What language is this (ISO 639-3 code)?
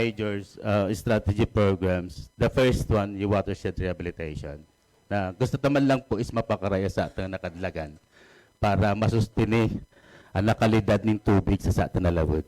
ubl